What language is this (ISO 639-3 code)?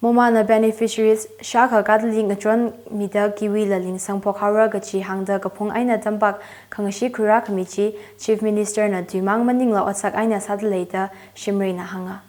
nmf